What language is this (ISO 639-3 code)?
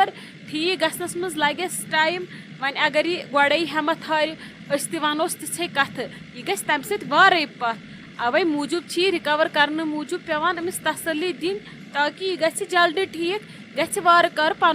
kas